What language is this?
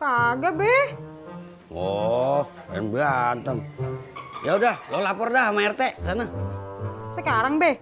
Betawi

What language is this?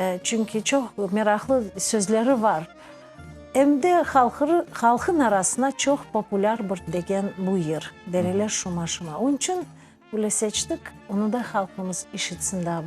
Crimean Tatar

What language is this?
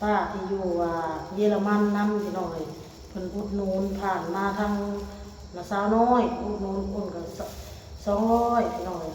Northeastern Thai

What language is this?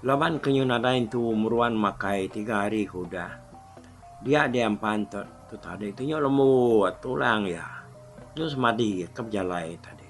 Iban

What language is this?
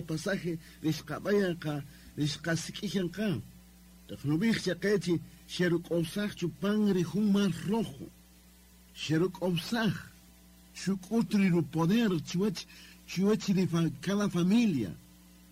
Kaqchikel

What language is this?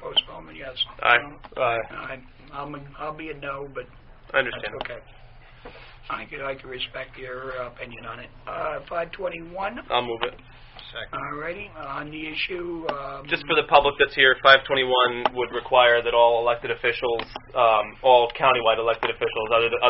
English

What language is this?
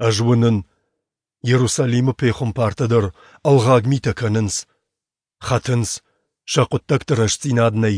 Ossetic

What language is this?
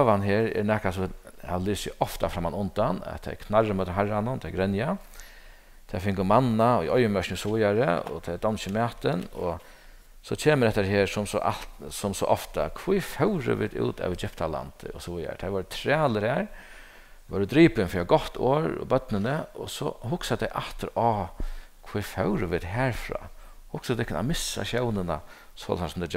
Faroese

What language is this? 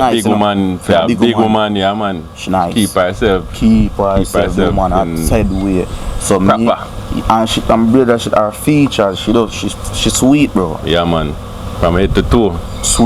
Jamaican Creole English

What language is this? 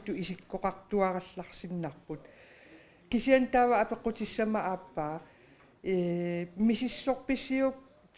Kalaallisut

